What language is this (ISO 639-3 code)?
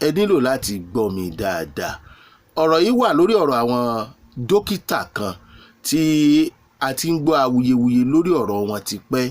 yor